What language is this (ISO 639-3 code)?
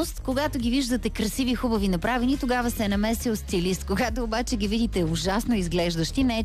bul